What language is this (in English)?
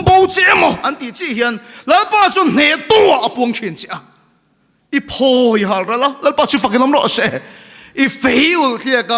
Mizo